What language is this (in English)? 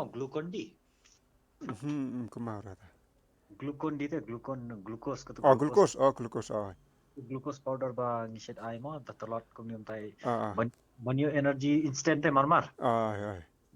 Khasi